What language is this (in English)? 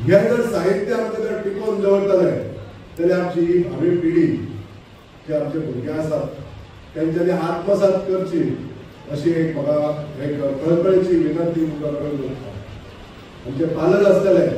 Konkani